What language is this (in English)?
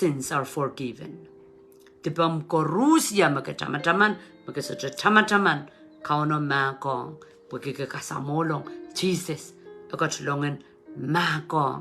Pohnpeian